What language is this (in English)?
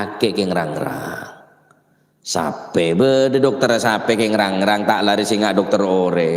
Madurese